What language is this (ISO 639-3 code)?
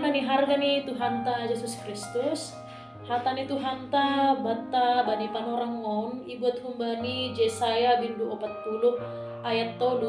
bts